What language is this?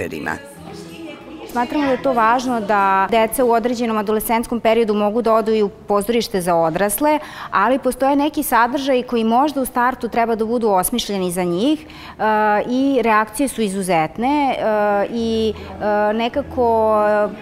Serbian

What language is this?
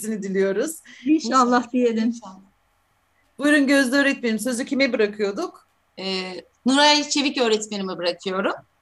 Turkish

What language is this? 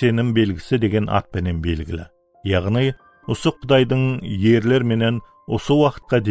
Kara-Kalpak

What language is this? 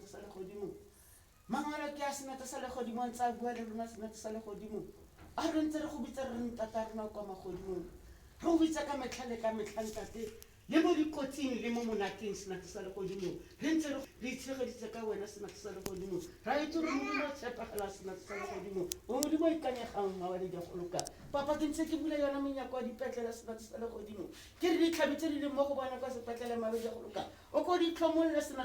Tswana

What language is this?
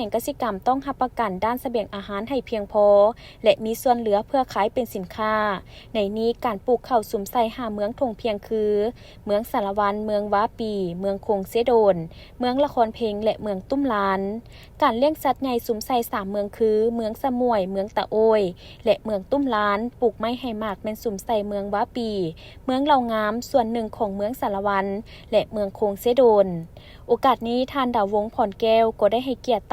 Lao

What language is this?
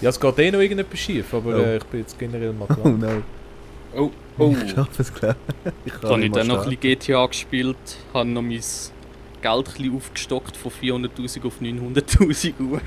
Swiss German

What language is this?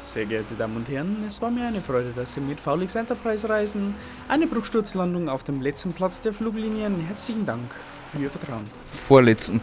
Bavarian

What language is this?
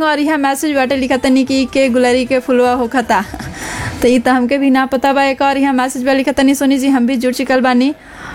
Bhojpuri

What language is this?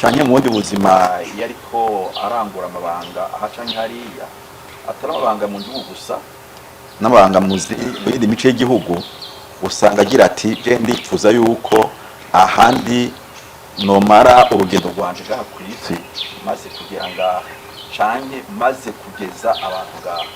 Rundi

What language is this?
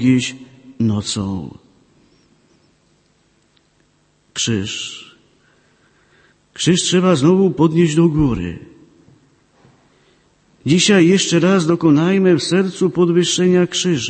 Polish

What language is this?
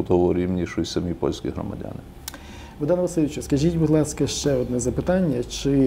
Ukrainian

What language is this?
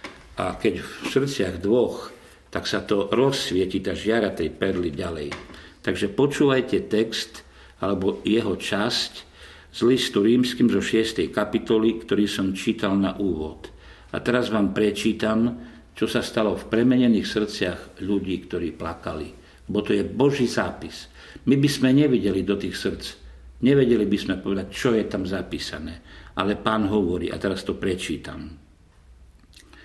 Slovak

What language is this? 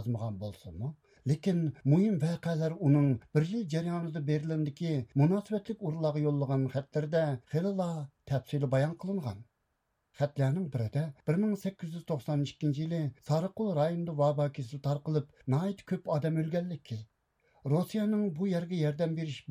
Uyghur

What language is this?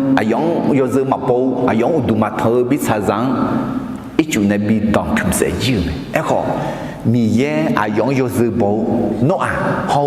Akha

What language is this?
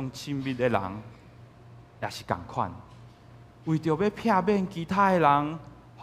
Min Nan Chinese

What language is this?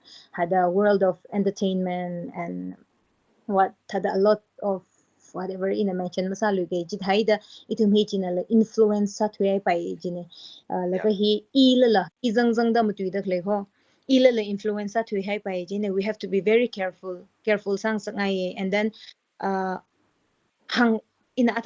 Tangkhul Naga (India)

